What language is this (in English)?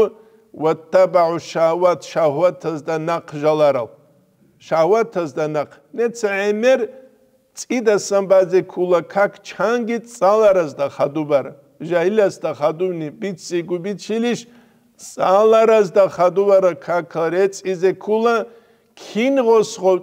Avaric